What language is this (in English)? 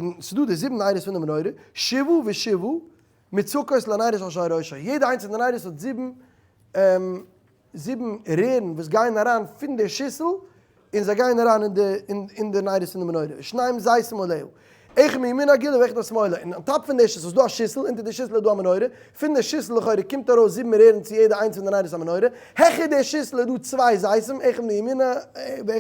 Yiddish